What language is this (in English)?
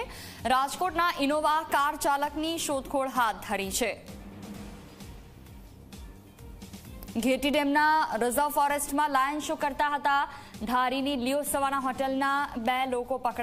Gujarati